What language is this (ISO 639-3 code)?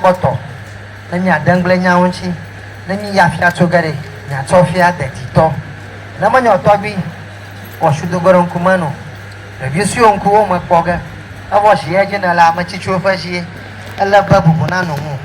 ewe